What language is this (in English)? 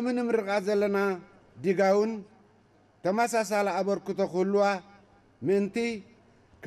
Tigrinya